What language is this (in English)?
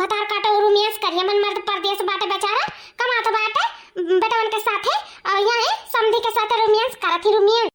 Awadhi